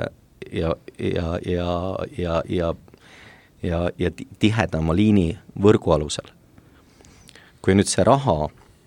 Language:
Estonian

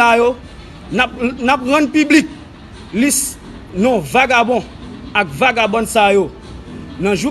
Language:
Haitian Creole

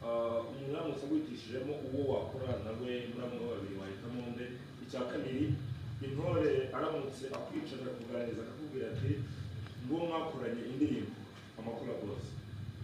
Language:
Kinyarwanda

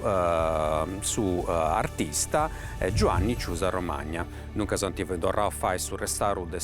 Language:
Sardinian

